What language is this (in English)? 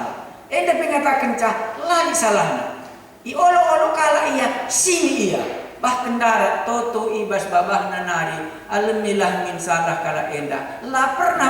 Batak Karo